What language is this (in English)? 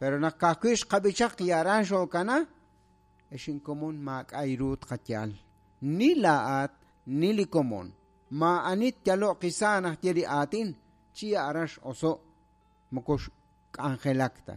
Kekchí